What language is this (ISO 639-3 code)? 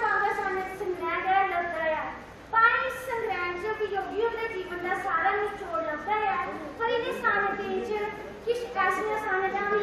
doi